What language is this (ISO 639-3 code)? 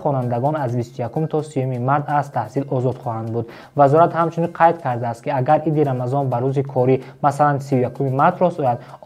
tgk